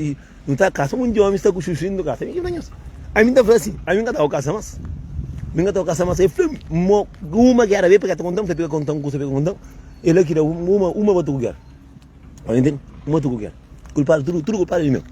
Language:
Kabuverdianu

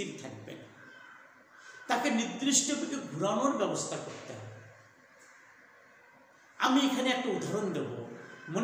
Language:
Bangla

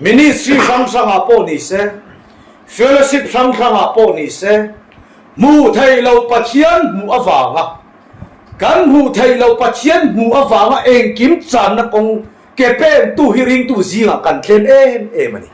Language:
Mizo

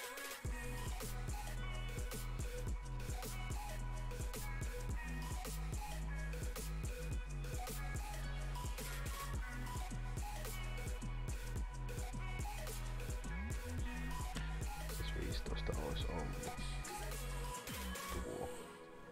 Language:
Finnish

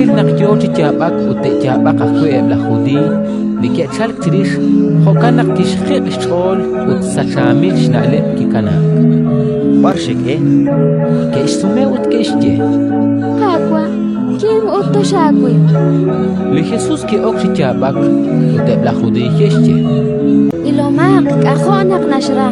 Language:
Kekchí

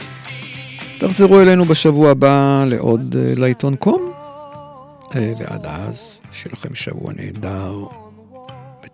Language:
Hebrew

